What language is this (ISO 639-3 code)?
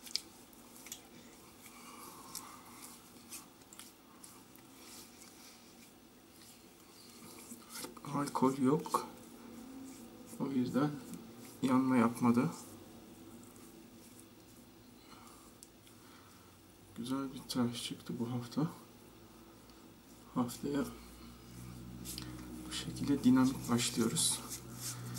tur